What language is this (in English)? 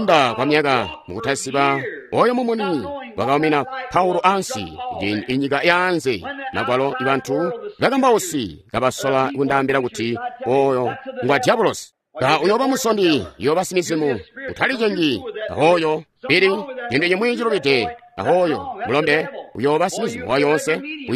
Tonga (Zambia)